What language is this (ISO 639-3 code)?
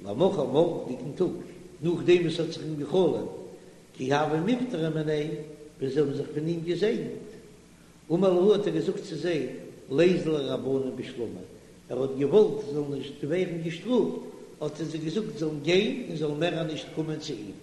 yid